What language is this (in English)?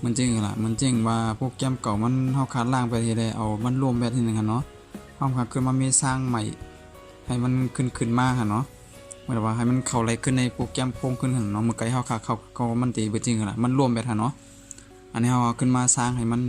Shan